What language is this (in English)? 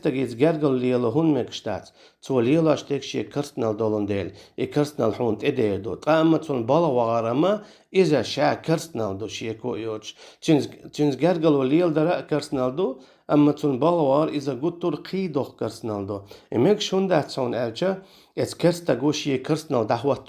Chechen